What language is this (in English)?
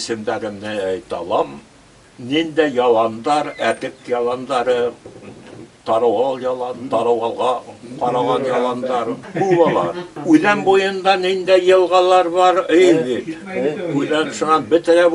Bashkir